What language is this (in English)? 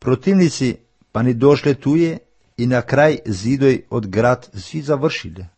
Macedonian